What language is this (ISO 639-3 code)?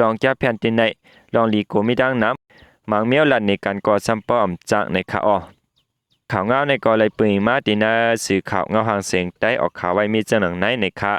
shn